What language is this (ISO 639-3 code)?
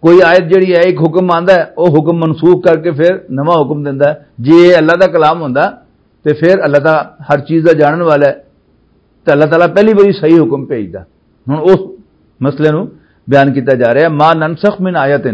lah